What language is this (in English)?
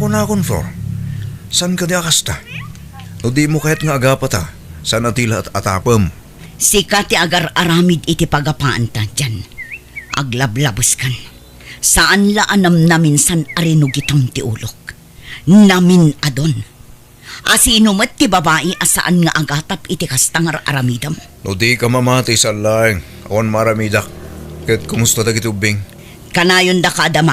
Iloko